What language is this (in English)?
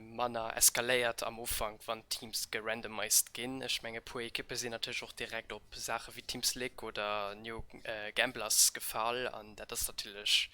Luxembourgish